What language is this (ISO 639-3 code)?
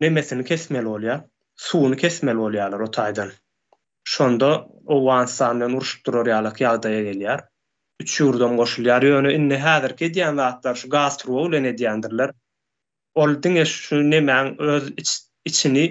tuk